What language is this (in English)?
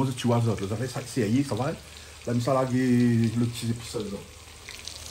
Réunion Creole French